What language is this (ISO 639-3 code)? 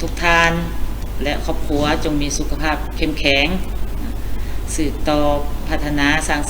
lao